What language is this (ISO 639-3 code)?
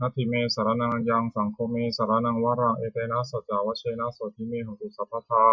pli